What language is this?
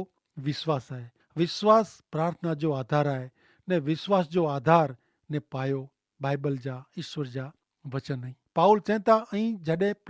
Kachhi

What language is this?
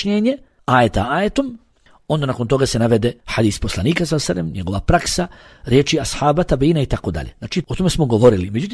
Bosnian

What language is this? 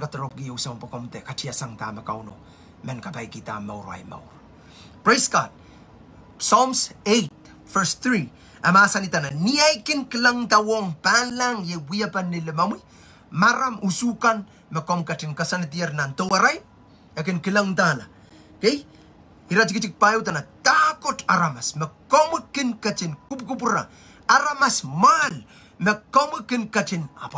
Pohnpeian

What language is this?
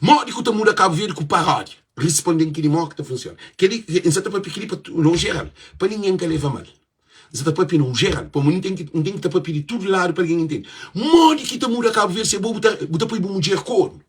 Kabuverdianu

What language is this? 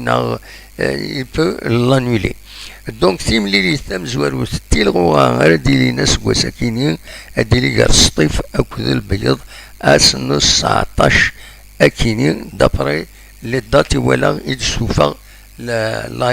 Kabyle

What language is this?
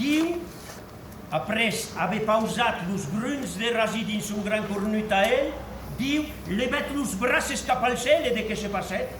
Occitan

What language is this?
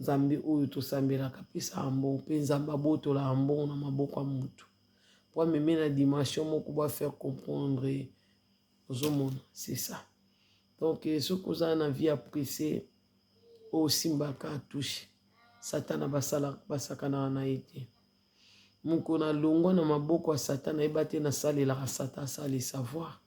Lingala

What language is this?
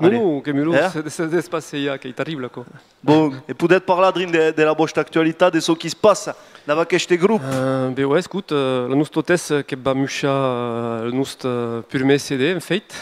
Occitan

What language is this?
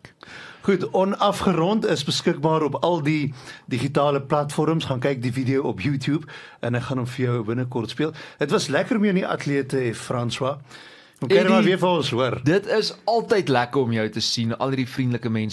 Afrikaans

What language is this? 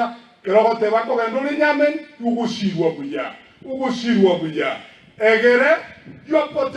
Gusii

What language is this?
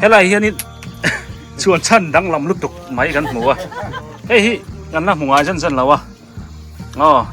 Biete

